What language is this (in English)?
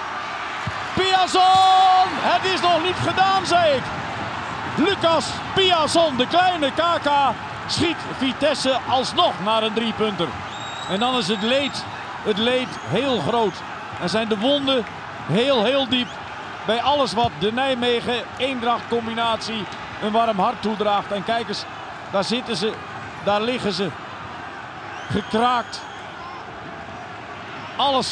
Dutch